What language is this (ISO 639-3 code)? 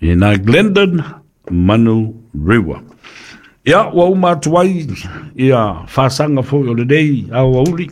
smo